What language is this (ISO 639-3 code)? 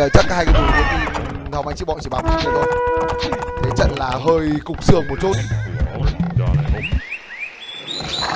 vie